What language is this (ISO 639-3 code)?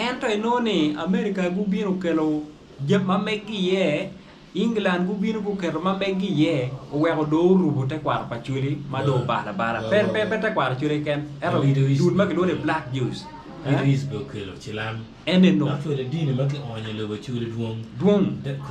ach